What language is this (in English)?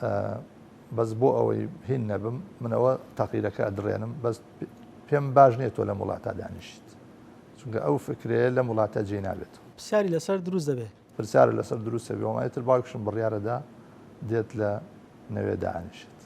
Central Kurdish